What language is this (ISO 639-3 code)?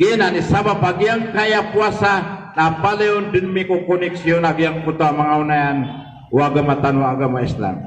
mrw